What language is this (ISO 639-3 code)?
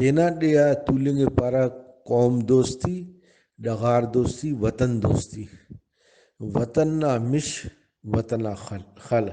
brh